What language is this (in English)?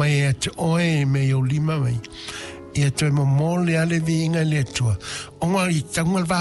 Samoan